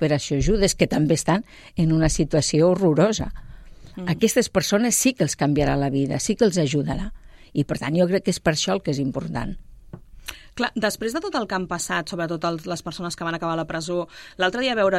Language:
Catalan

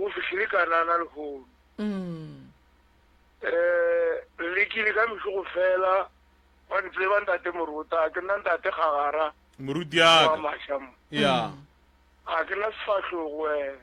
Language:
Northern Sotho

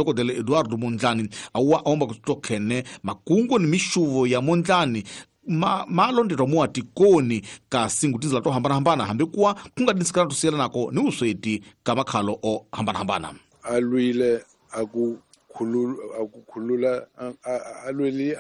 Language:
Tsonga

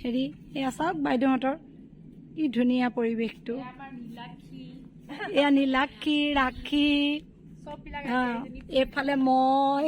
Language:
Assamese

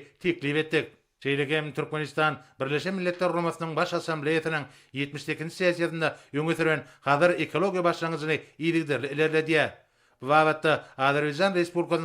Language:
Turkmen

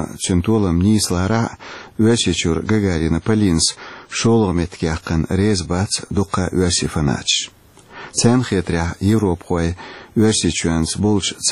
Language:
Chechen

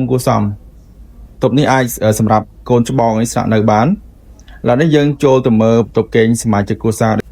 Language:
Khmer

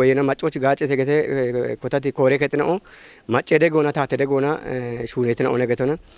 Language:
Kafa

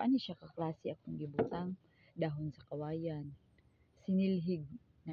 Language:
Cebuano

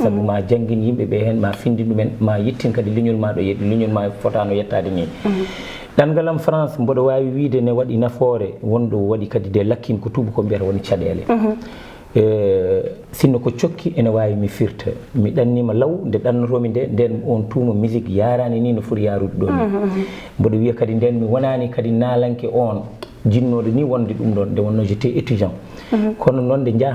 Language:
Fula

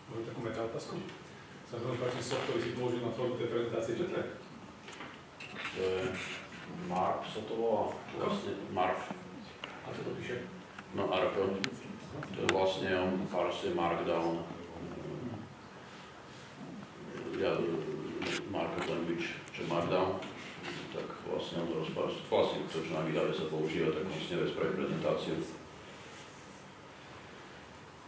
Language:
Slovak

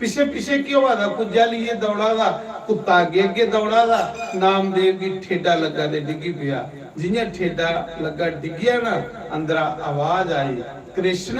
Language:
Dogri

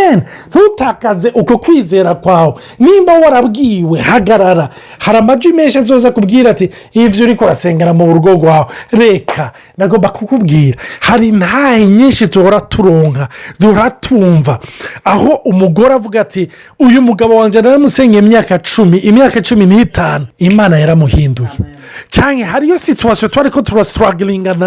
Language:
Rundi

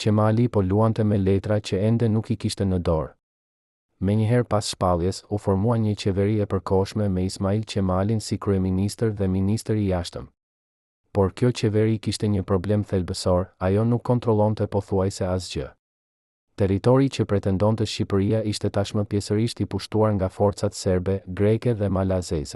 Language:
Albanian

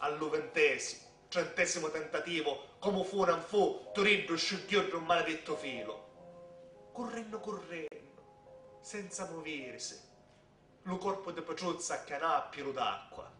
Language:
Sicilian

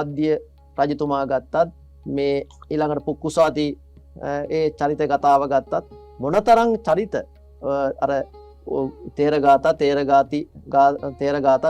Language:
Sinhala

